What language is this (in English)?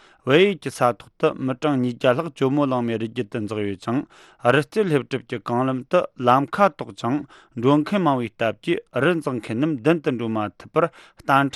Tibetan